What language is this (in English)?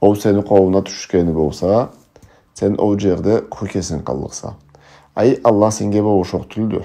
Karachay-Balkar